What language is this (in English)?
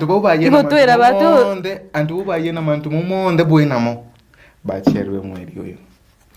Meru